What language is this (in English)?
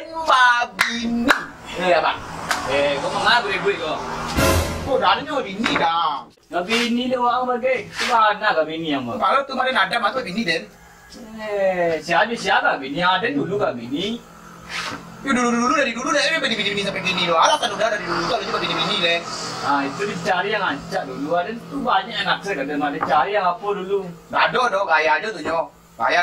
Minangkabau